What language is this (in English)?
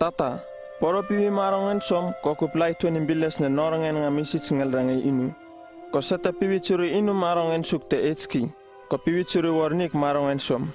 Uripiv-Wala-Rano-Atchin